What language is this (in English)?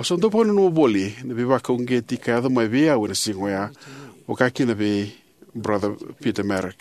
Fijian